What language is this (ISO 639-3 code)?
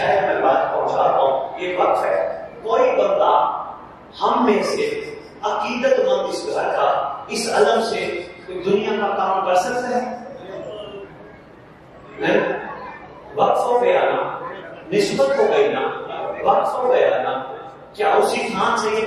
urd